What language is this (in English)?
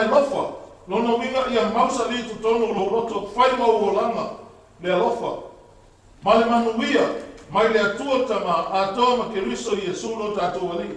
Samoan